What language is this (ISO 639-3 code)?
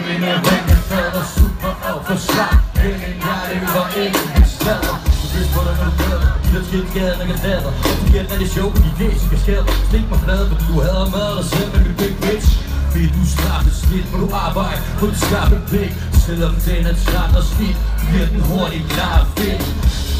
dan